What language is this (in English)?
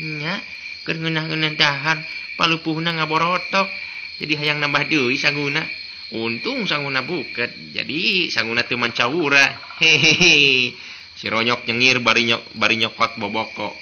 Sundanese